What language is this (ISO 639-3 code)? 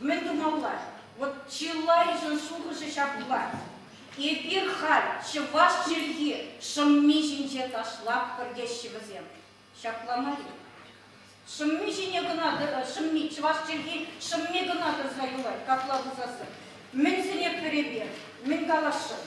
chv